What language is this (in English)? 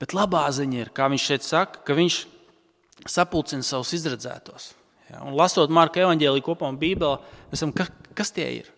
Latvian